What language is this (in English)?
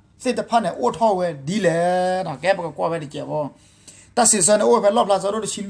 S'gaw Karen